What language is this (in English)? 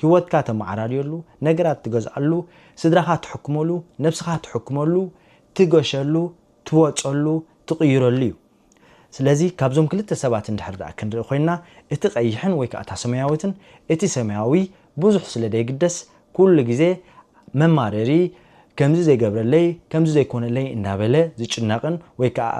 Tigrinya